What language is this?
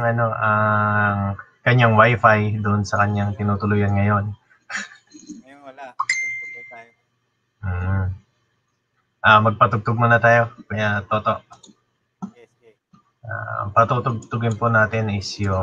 Filipino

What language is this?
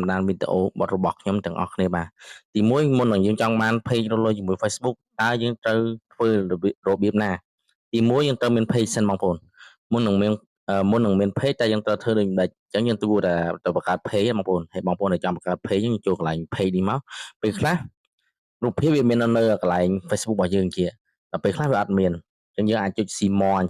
Khmer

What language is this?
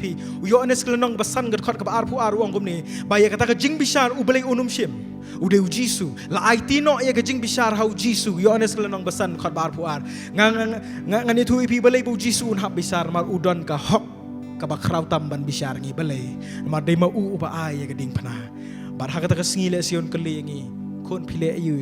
Khasi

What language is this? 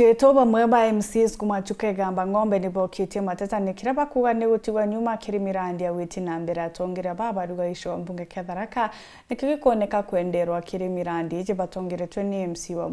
Meru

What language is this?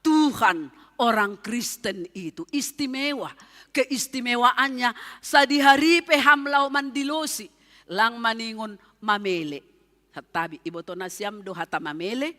Batak Simalungun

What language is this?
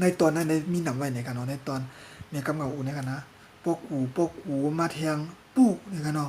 Shan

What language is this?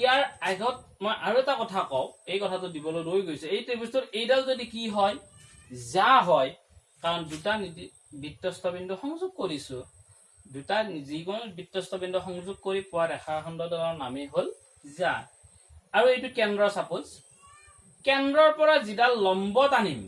Assamese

